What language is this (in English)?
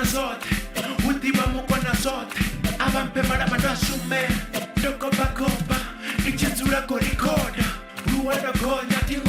Venda